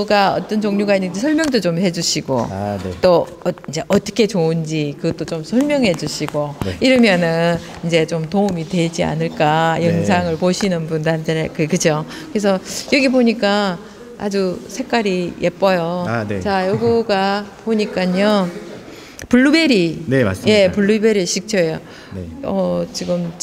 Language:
Korean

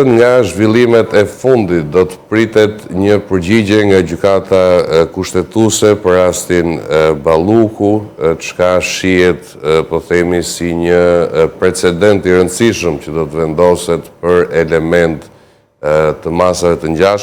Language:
Albanian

